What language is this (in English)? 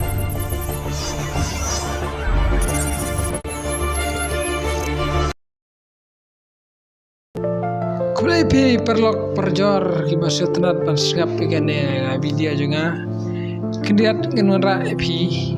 Khasi